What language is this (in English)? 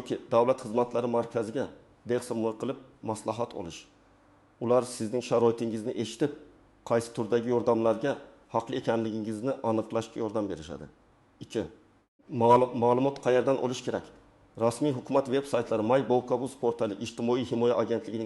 Uzbek